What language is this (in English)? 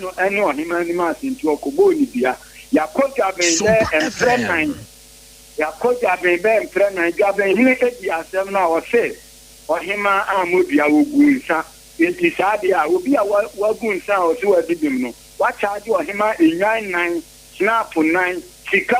Akan